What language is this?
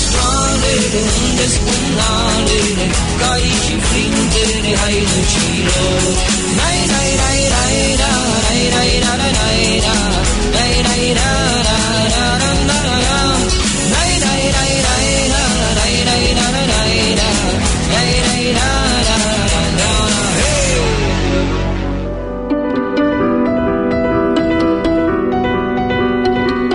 Romanian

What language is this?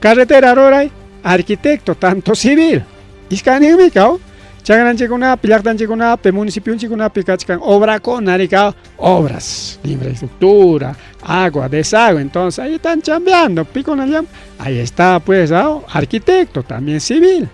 Ayacucho Quechua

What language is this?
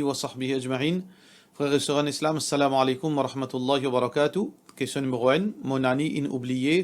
Morisyen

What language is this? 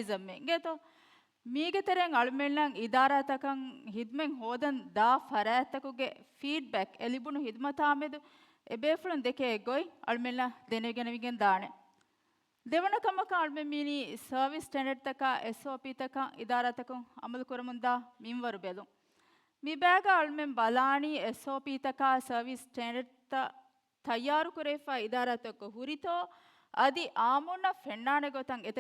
Divehi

